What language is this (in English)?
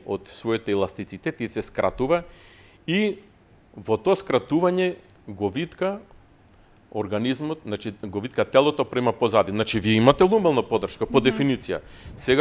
Macedonian